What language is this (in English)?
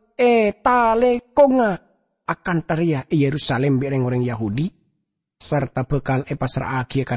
Madurese